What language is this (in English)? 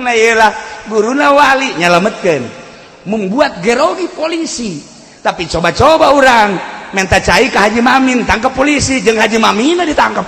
Sundanese